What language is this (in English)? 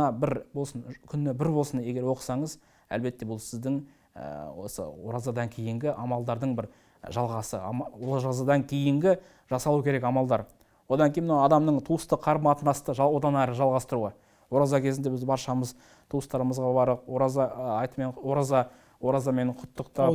Kazakh